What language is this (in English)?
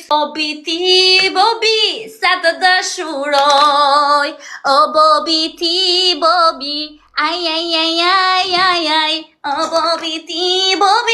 Albanian